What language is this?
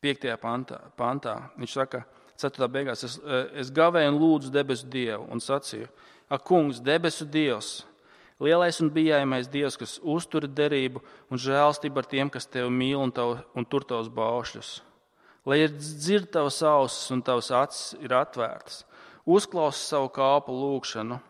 Latvian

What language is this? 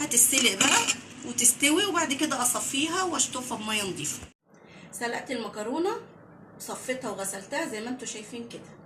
Egyptian Arabic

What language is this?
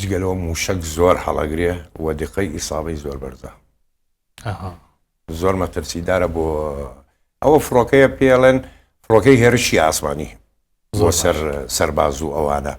Central Kurdish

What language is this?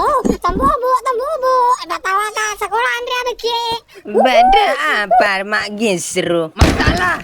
Madurese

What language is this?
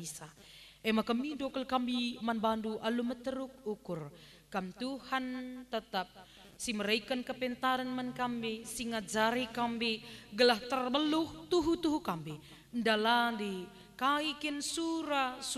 Batak Karo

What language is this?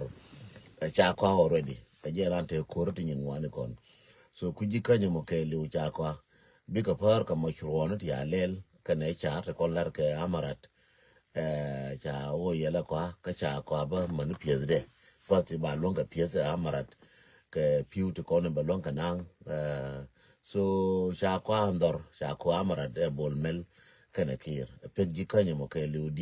Nuer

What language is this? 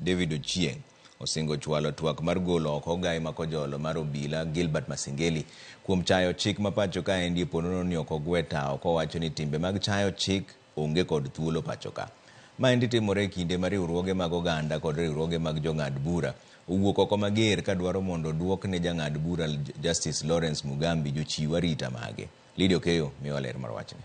Luo (Kenya and Tanzania)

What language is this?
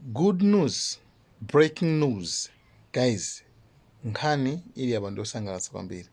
Nyanja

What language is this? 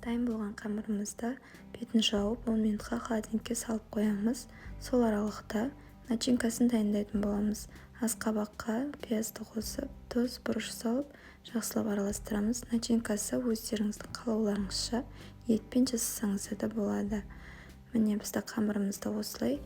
Kazakh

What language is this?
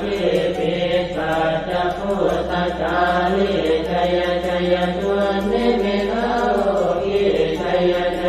Pali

